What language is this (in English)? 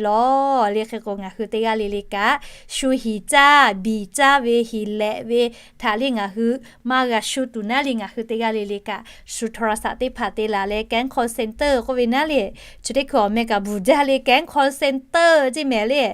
Lahu